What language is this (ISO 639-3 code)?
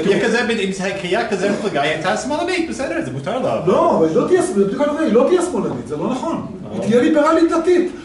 heb